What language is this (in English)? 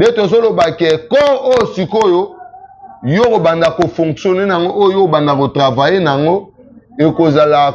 Lingala